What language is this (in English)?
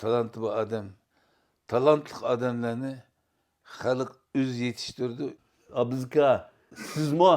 Uyghur